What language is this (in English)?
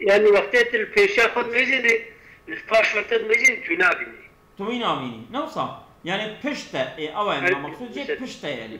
Kurdish